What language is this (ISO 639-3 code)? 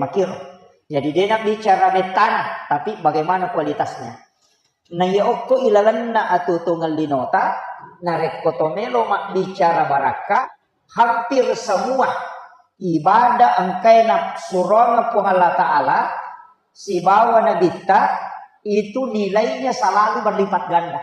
bug